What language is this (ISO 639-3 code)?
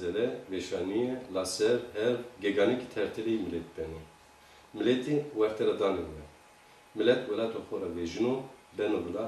zza